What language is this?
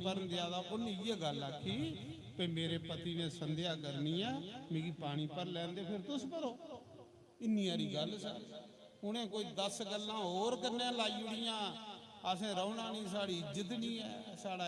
Dogri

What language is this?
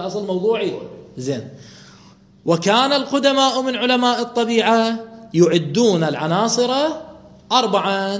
Mesopotamian Arabic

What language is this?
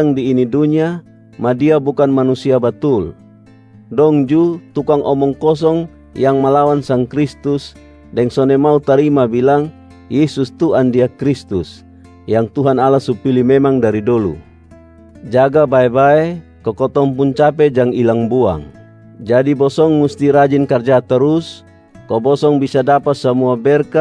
Kupang Malay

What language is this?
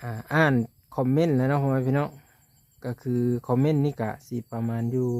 Lao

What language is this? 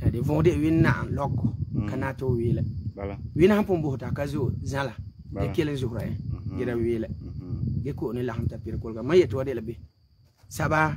Frafra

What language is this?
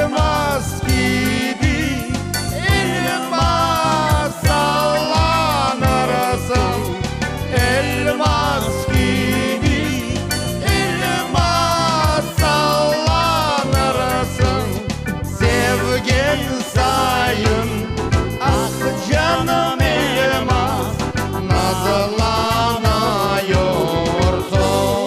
Crimean Tatar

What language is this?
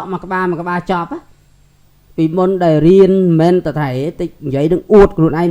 Khmer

